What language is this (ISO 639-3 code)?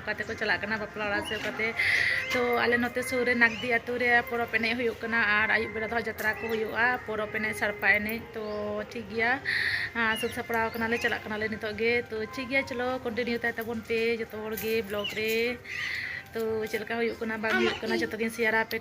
sat